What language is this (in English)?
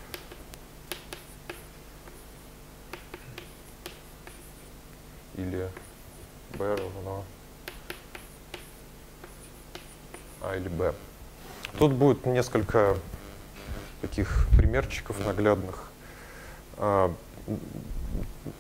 Russian